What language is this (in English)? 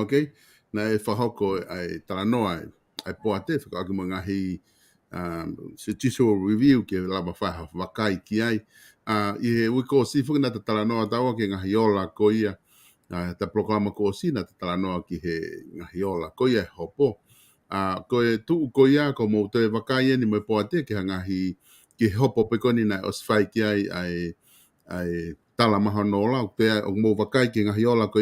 Tongan